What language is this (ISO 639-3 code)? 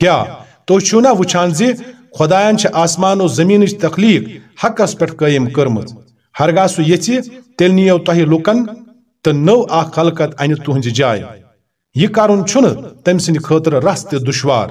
kas